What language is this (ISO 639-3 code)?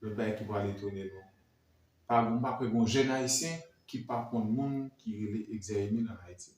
hat